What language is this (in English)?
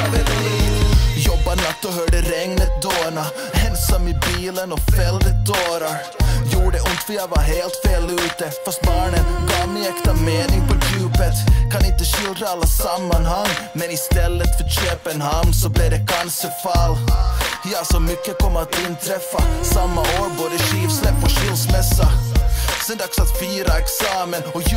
Swedish